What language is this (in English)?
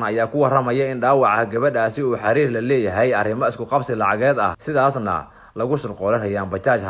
Somali